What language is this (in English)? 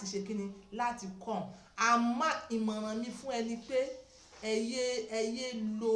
Yoruba